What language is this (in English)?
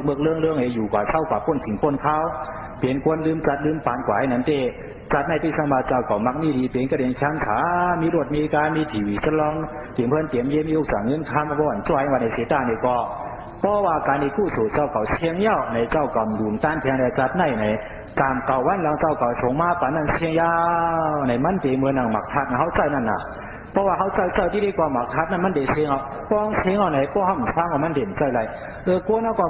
Shan